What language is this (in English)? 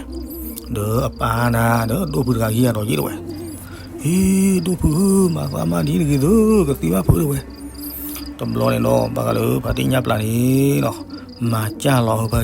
S'gaw Karen